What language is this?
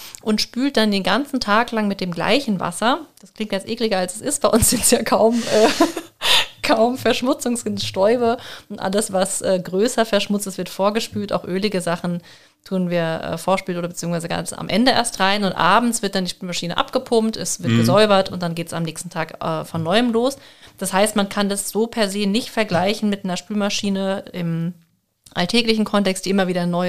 German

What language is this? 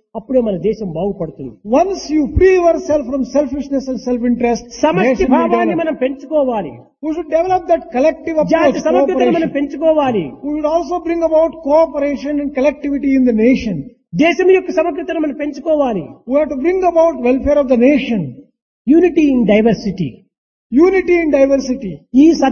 Telugu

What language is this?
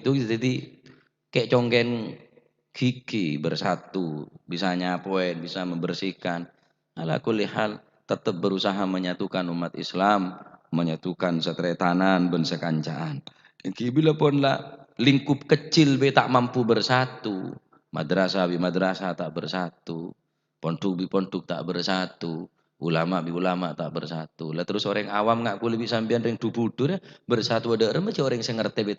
Madurese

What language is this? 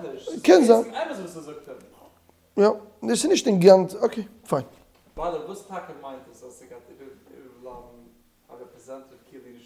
Yiddish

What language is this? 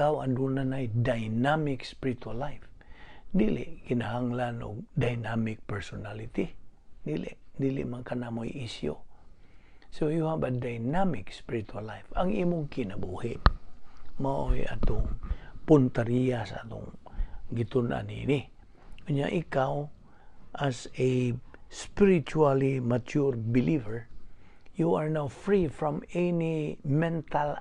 Cebuano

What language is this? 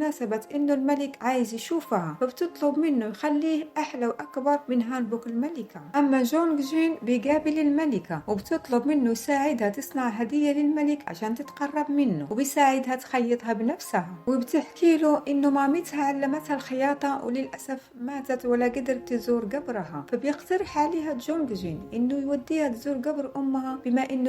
Egyptian Arabic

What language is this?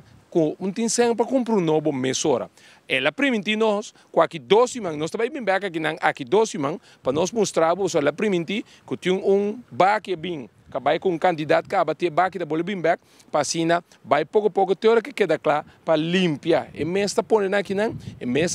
Papiamento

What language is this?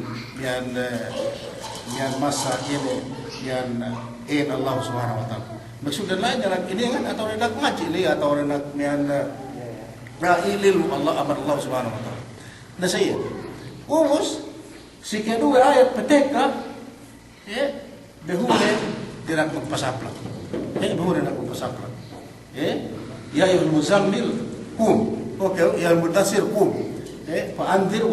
Yakan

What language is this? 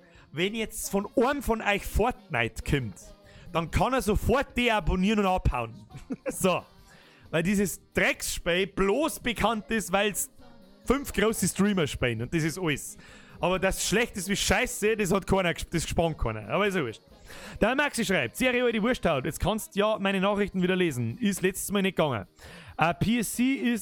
Bavarian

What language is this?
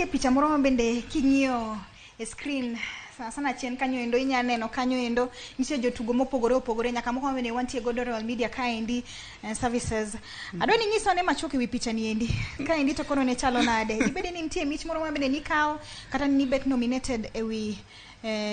Luo (Kenya and Tanzania)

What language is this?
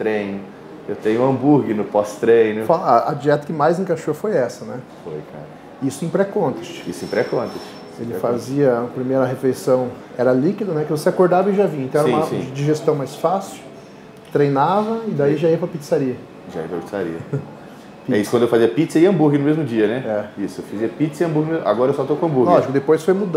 Portuguese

